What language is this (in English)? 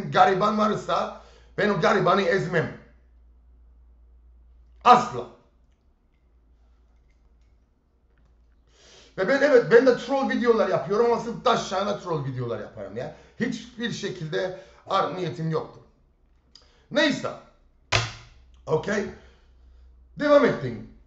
Turkish